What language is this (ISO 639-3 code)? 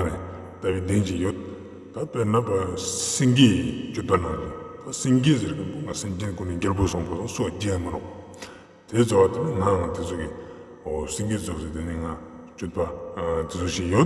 lbj